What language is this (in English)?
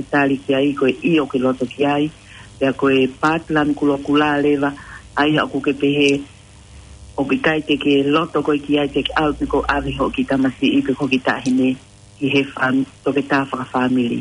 Tongan